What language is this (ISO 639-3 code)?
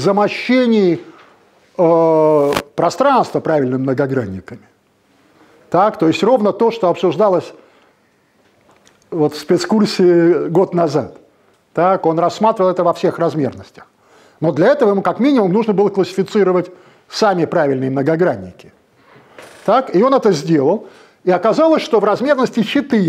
rus